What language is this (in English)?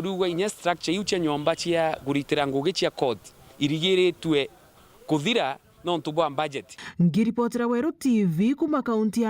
Meru